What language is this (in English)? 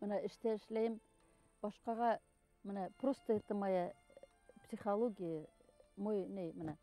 Bashkir